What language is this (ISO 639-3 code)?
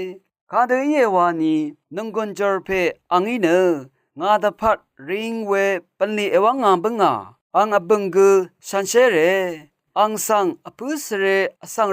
raw